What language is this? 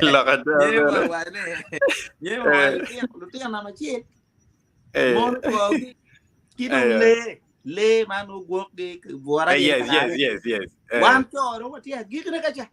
Acoli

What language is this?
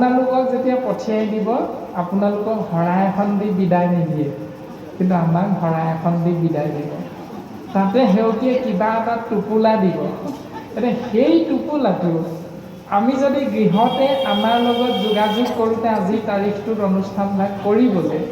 Assamese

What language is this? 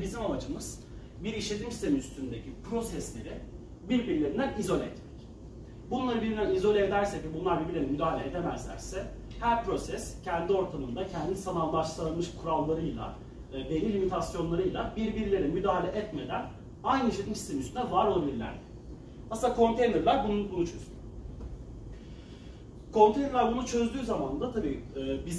Turkish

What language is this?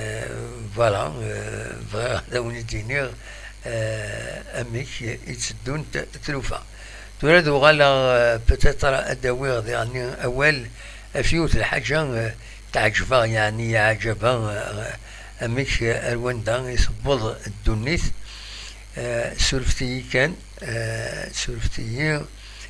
Kabyle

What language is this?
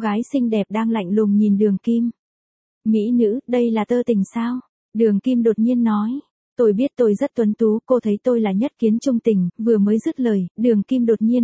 Vietnamese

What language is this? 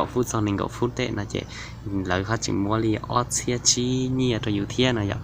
Hmong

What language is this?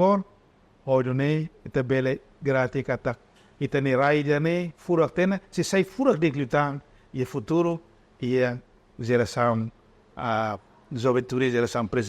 Tetum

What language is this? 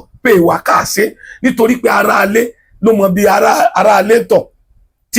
Yoruba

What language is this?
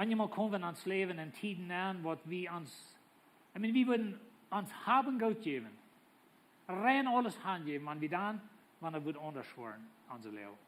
Plautdietsch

